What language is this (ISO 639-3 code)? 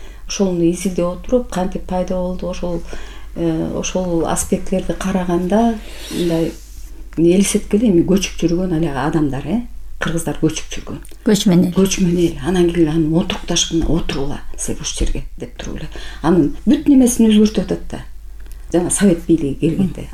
kir